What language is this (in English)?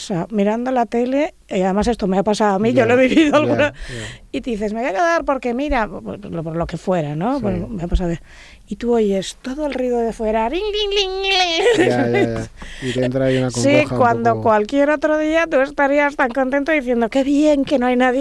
Spanish